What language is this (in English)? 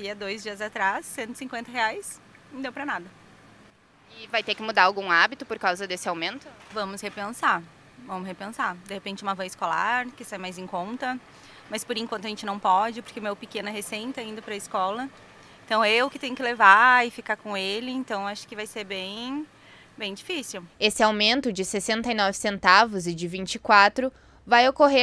Portuguese